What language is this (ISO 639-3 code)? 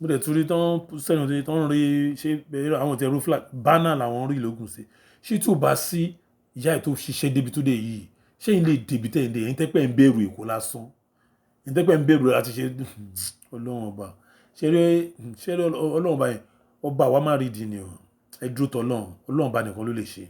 yor